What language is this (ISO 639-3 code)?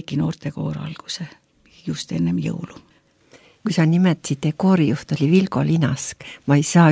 est